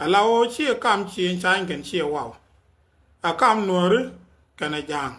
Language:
Nuer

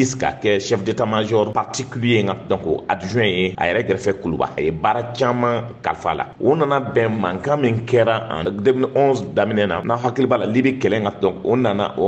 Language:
Bambara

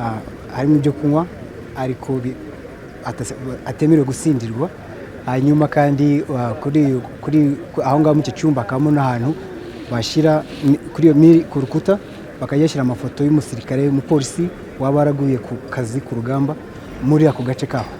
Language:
Kinyarwanda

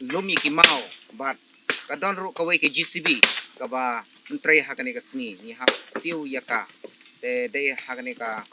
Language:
Khasi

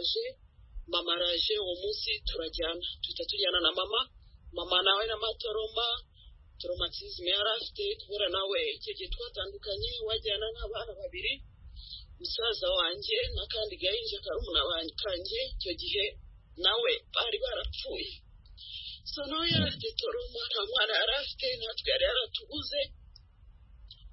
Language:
Kinyarwanda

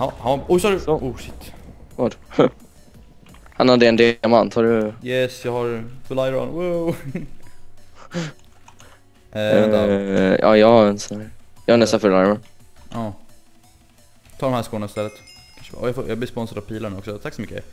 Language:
Swedish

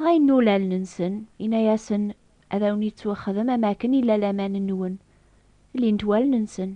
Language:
Kabyle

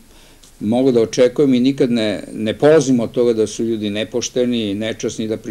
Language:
Serbian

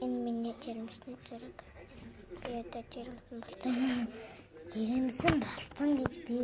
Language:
Mongolian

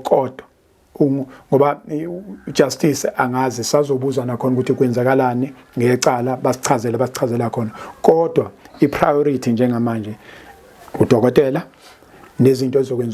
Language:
Zulu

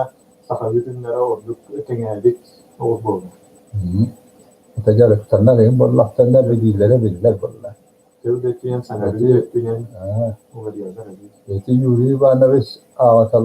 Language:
Yakut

